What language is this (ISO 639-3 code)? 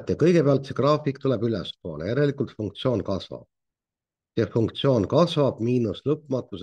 est